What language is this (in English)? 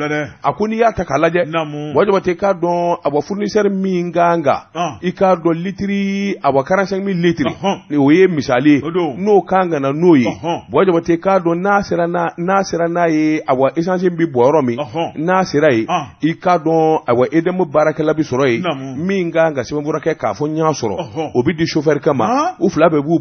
Bambara